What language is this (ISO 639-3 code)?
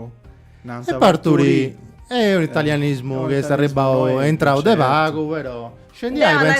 srd